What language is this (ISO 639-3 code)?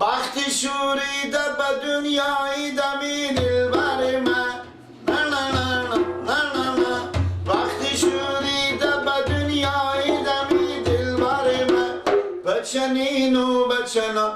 fas